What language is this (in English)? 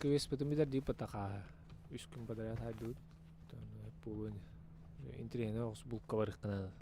Yakut